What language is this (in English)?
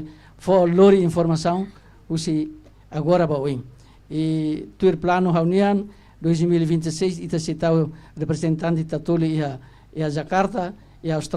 Tetum